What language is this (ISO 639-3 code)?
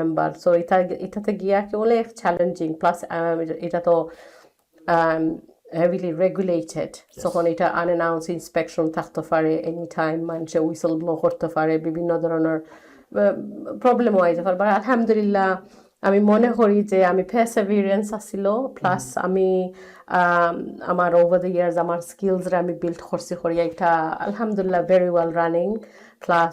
syl